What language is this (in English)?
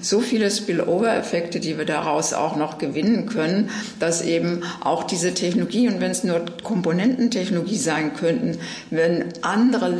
German